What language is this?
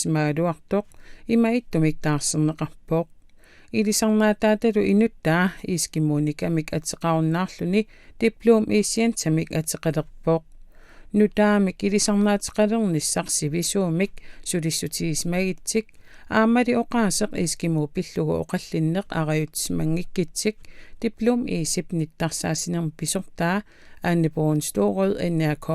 Kalaallisut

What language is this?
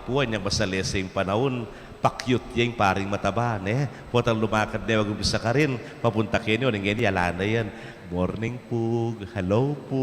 Pampanga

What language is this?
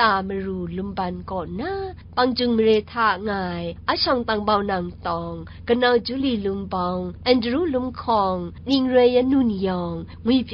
Kachin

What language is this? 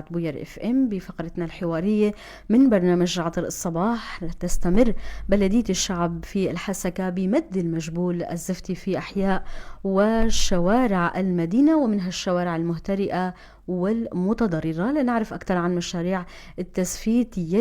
North Levantine Arabic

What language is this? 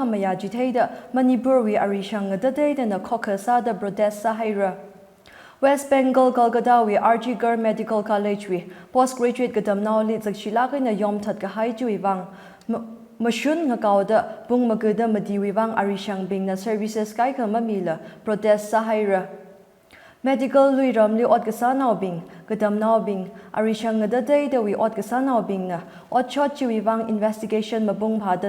Tangkhul Naga (India)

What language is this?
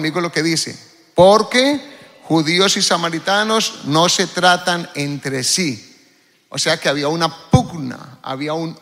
Spanish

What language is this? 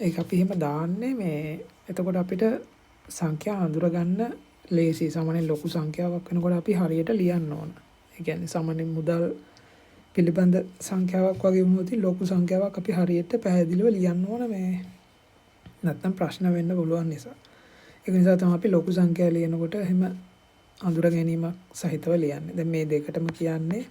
Sinhala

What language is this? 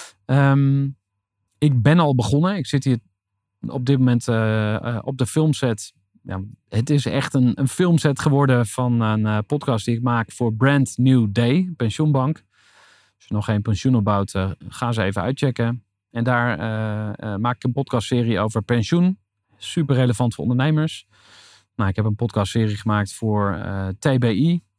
Dutch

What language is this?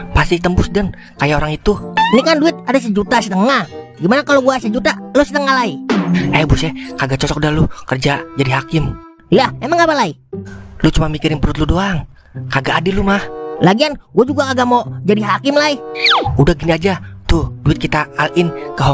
Betawi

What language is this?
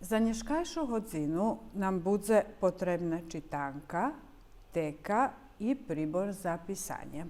Rusyn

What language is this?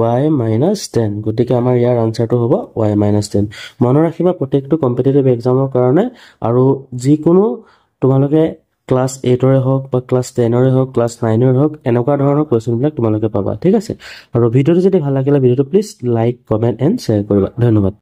Assamese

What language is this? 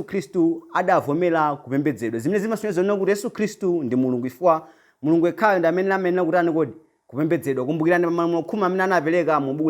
Nyanja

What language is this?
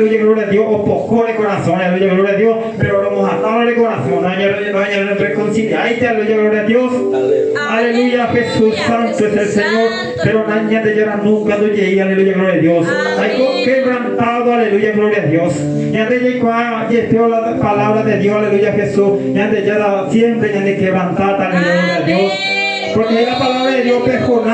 Guarani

